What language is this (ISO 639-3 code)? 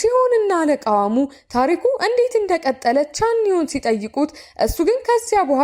amh